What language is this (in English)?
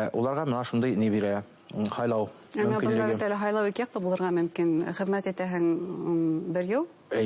Bashkir